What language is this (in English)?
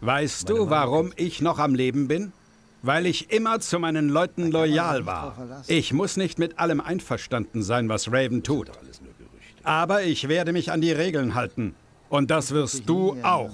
Bavarian